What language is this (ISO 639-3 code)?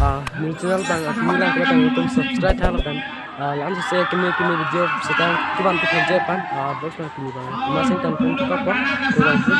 mjw